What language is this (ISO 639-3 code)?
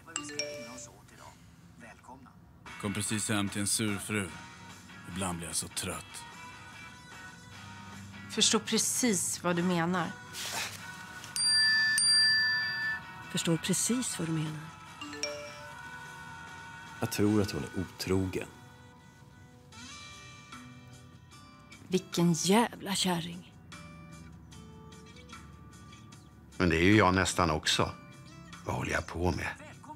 swe